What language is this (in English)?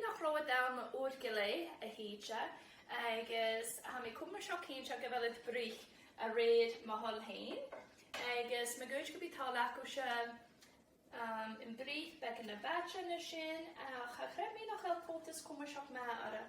Scottish Gaelic